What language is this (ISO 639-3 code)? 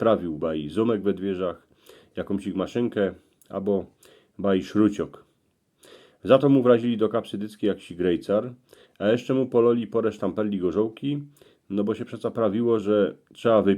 szl